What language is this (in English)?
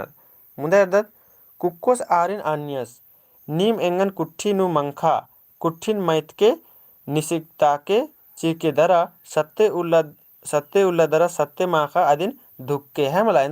Kurukh